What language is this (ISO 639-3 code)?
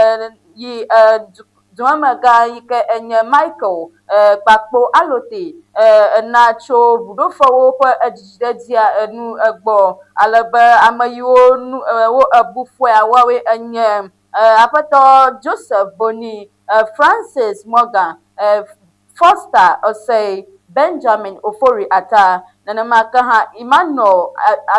ewe